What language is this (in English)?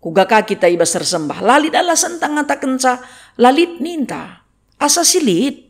Batak Karo